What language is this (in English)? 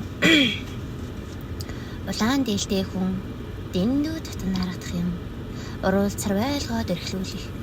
Mongolian